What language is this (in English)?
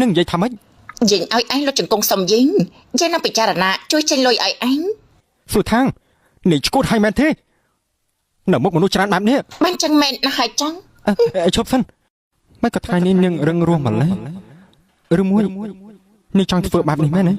Khmer